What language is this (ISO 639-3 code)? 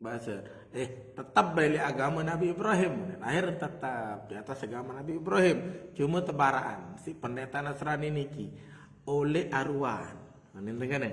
sas